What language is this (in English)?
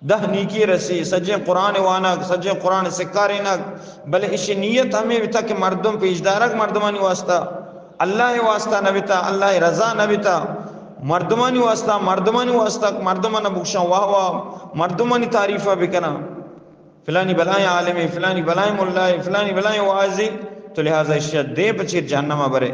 Eastern Balochi